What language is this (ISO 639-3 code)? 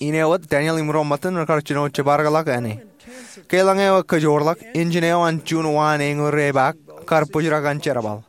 mah